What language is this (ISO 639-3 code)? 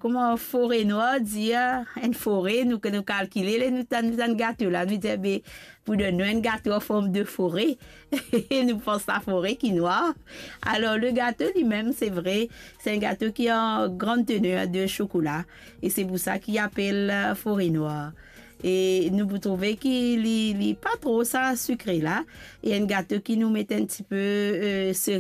mfe